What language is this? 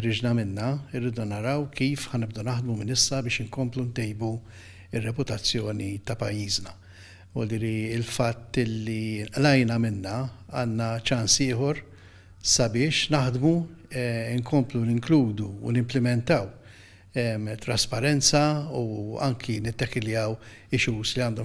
Maltese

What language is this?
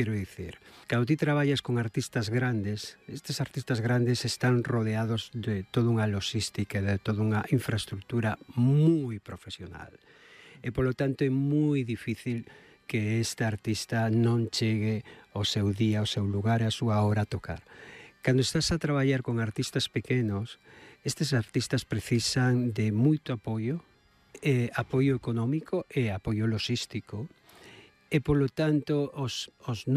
Galician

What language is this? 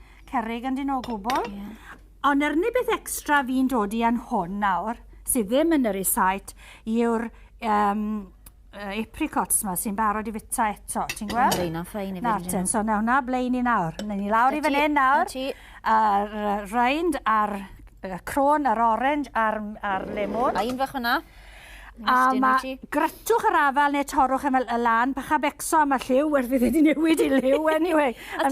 Welsh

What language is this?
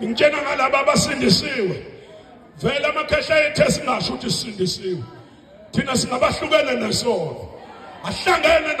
Zulu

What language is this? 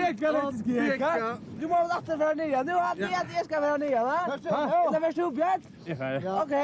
Faroese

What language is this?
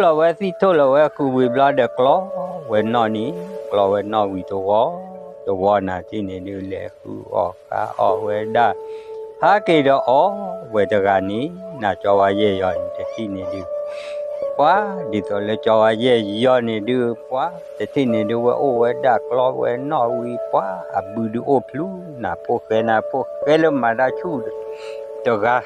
S'gaw Karen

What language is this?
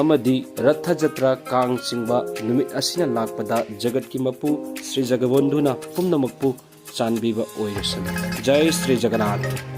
Manipuri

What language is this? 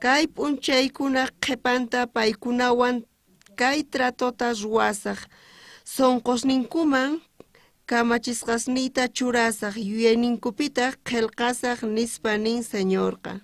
South Bolivian Quechua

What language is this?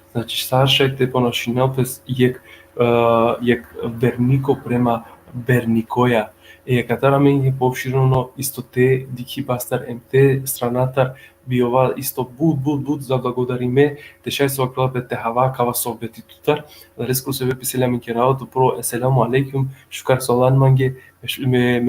Balkan Romani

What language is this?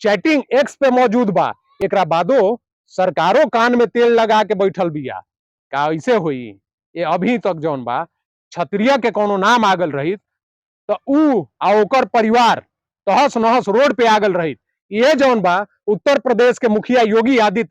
Bhojpuri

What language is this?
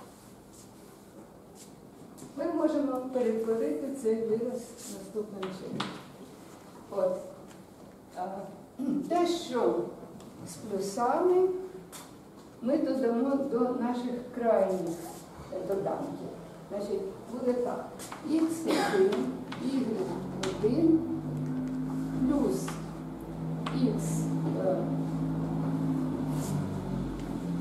Ukrainian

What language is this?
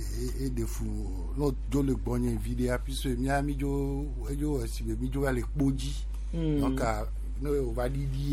Gen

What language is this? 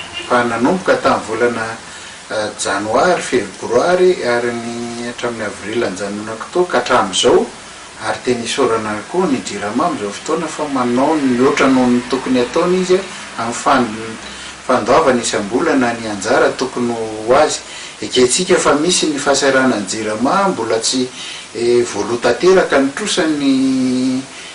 Malagasy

